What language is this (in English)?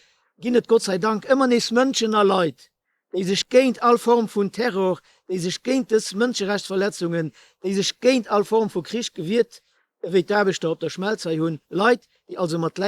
Luxembourgish